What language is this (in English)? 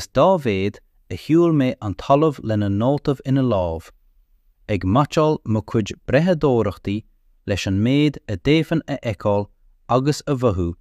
Irish